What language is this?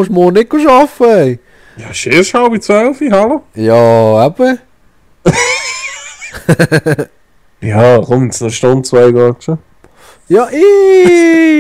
Swiss German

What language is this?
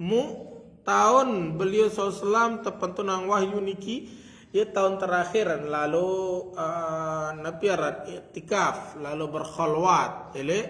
Sasak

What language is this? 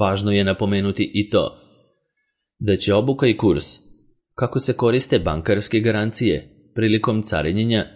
Serbian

